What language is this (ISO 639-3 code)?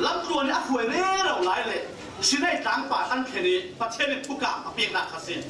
cfm